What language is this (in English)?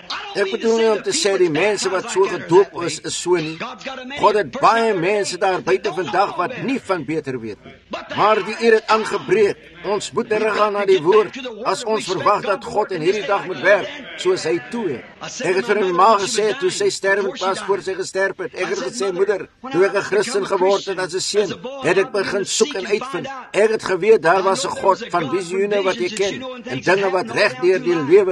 Afrikaans